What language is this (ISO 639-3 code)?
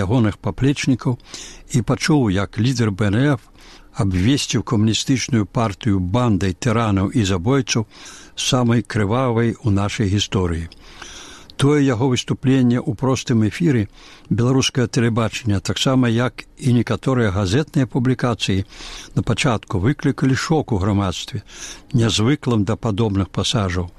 bel